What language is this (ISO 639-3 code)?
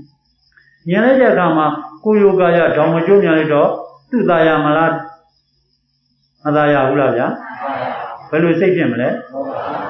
mya